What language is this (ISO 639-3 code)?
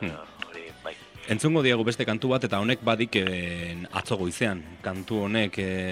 eus